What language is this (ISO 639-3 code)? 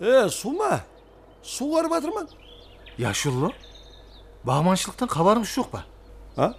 kaa